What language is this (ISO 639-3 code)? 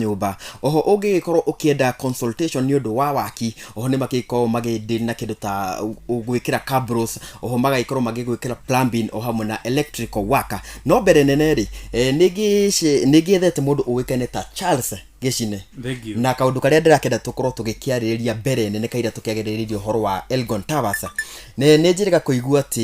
kik